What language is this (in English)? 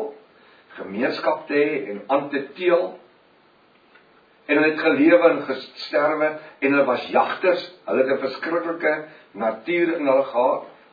Afrikaans